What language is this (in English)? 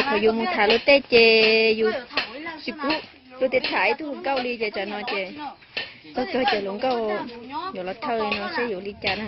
Hmong